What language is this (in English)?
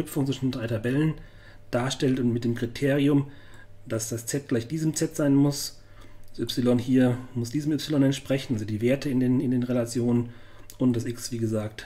German